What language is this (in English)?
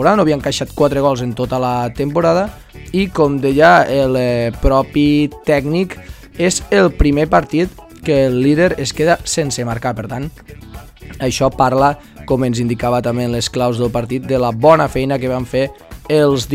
Catalan